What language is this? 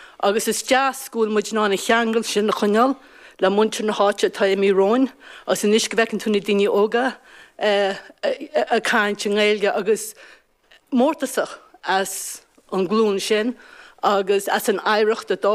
Irish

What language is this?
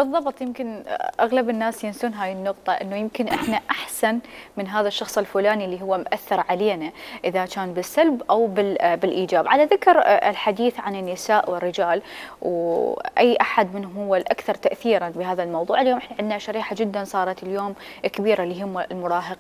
Mesopotamian Arabic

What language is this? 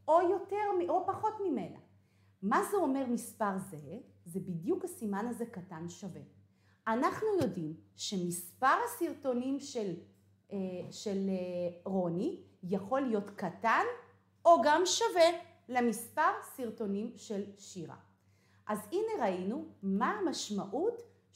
Hebrew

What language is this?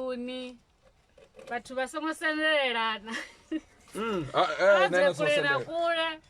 Venda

